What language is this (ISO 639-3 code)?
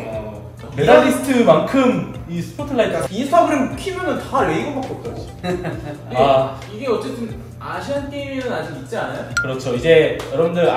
kor